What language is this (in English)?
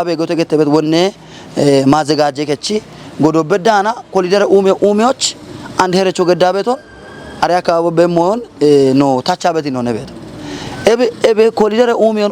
Kafa